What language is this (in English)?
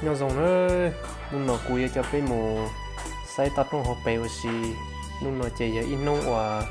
Hmong